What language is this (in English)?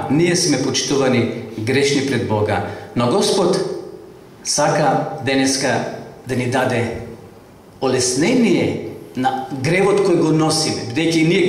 Macedonian